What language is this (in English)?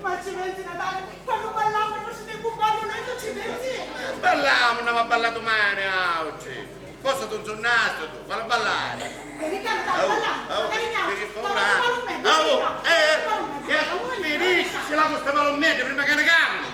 Sicilian